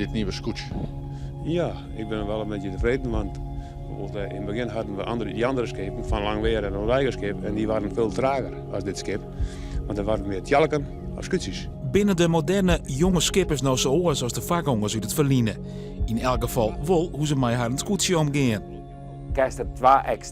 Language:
Western Frisian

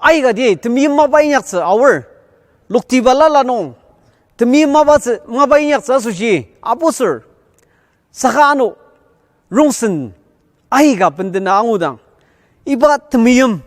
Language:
Ao Naga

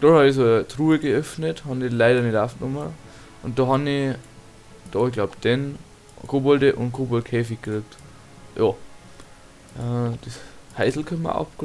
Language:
Bavarian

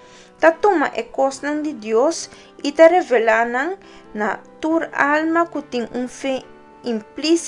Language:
Papiamento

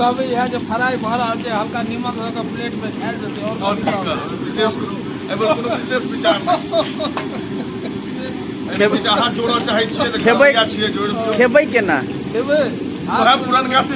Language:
Maithili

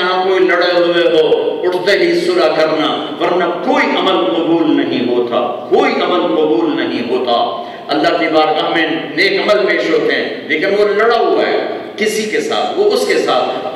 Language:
Urdu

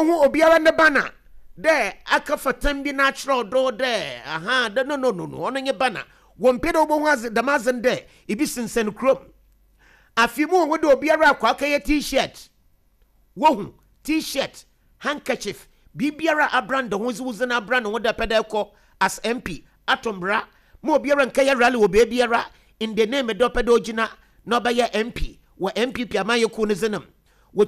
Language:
Akan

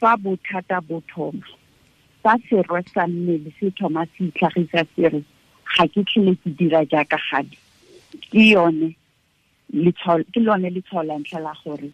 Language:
Tswana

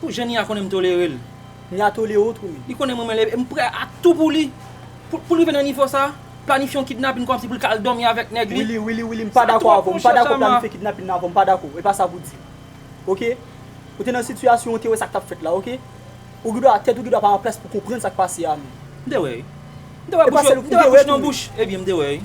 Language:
Haitian Creole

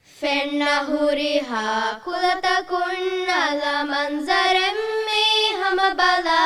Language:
Divehi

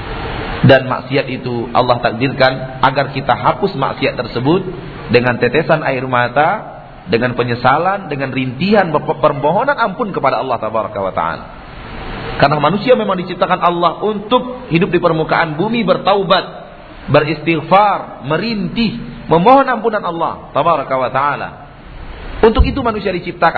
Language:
Indonesian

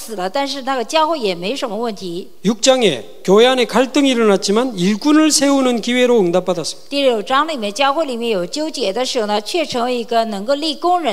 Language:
Korean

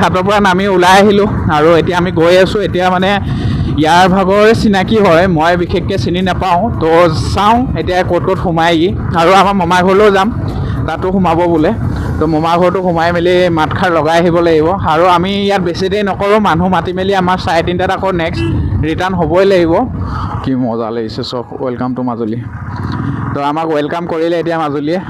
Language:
Assamese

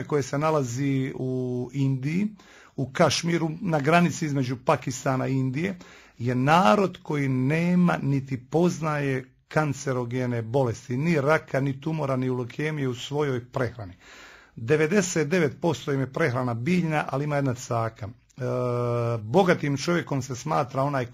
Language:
Croatian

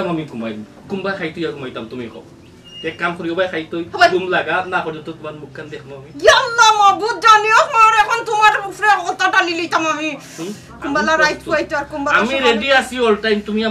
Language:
Sylheti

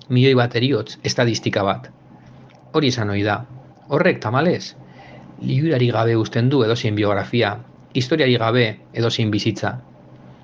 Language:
Basque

